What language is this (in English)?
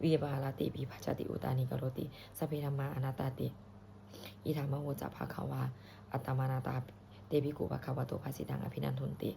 Pali